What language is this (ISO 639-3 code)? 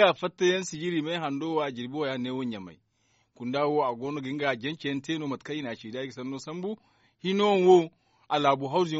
dje